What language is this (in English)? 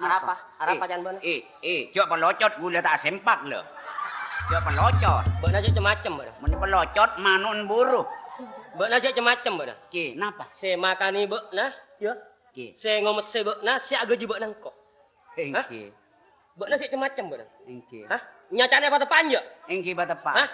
Madurese